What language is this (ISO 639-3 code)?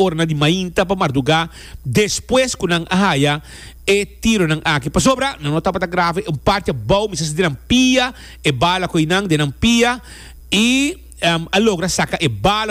pap